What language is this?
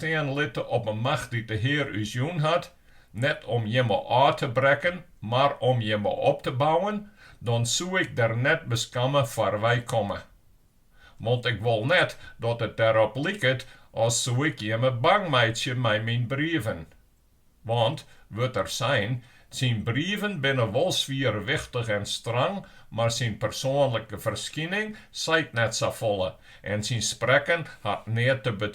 Western Frisian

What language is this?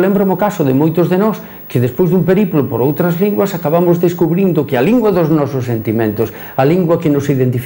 Galician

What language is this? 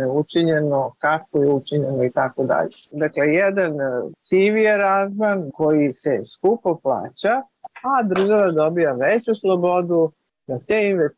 Serbian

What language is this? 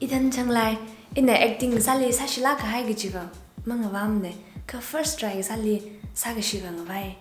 Tangkhul Naga (India)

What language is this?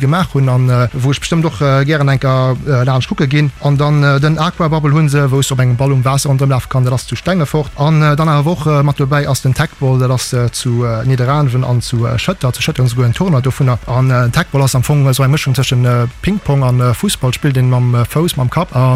Luxembourgish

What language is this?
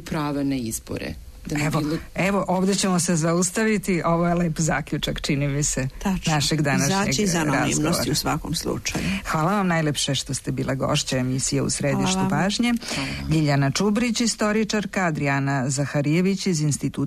Serbian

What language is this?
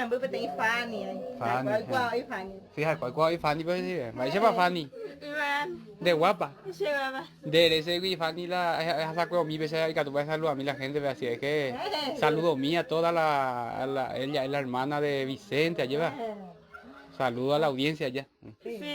Guarani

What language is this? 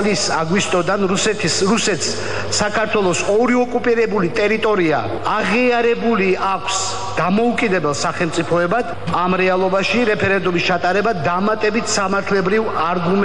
Georgian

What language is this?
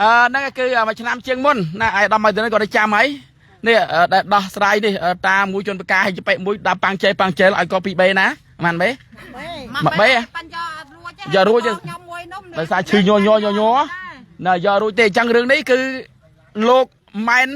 Khmer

